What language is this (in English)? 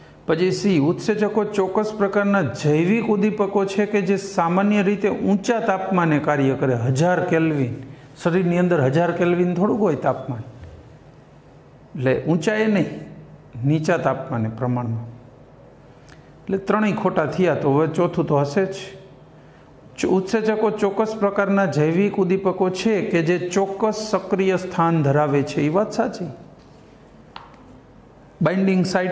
Gujarati